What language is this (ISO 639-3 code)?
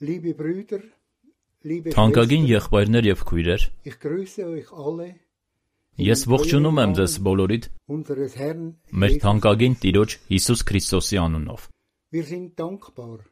hye